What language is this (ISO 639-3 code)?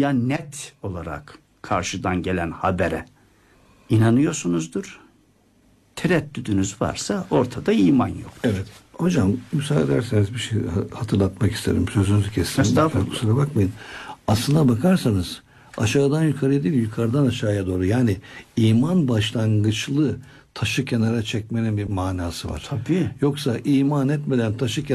tur